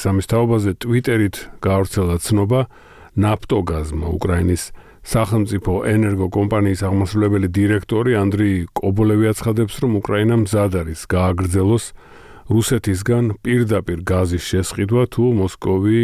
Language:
Georgian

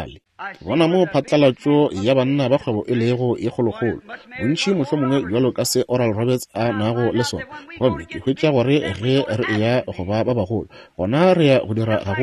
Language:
Northern Sotho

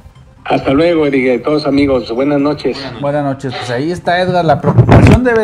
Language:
Spanish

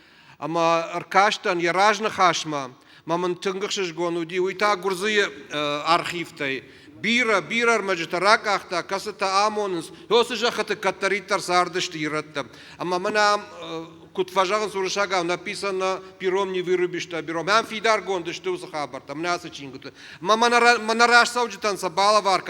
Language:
Ossetic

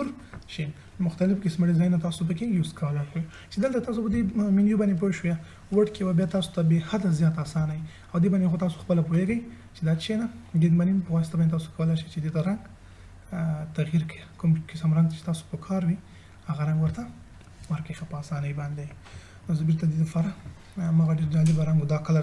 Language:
Pashto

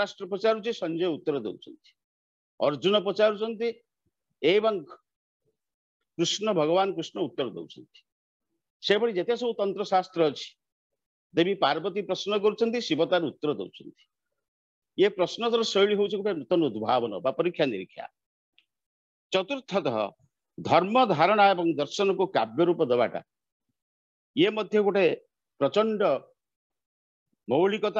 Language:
Odia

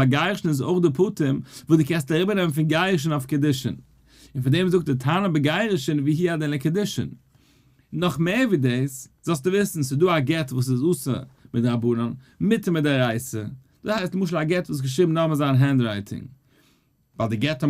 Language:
Yiddish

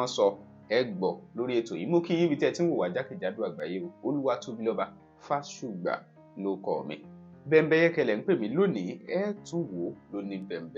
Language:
Yoruba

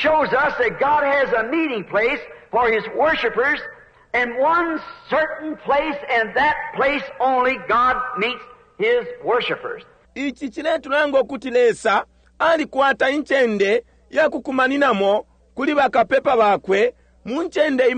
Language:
Bemba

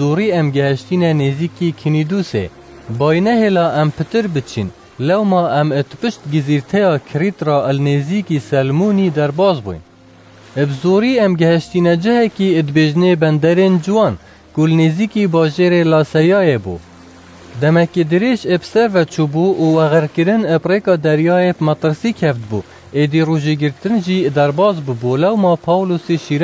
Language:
Kurdish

